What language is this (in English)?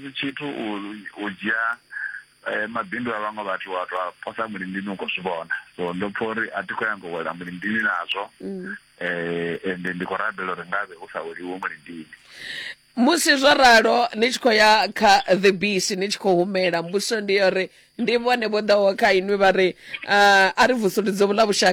Venda